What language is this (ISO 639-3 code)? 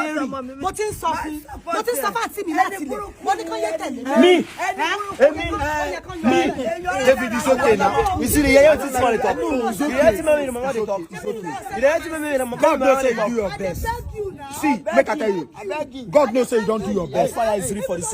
pcm